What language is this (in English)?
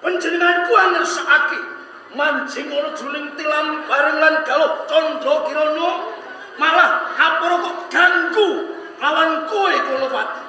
Javanese